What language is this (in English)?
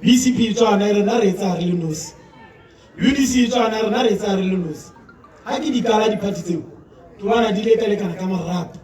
Tswana